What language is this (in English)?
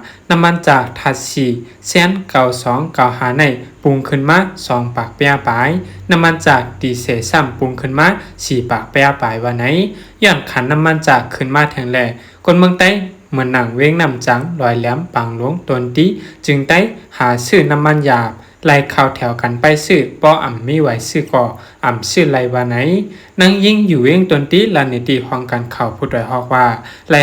Shan